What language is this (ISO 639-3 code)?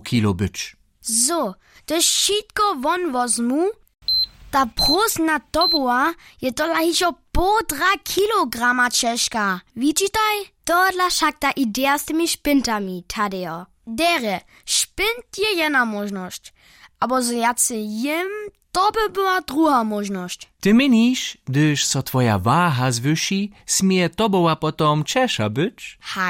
hsb